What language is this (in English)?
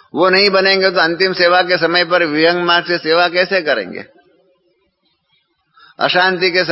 Hindi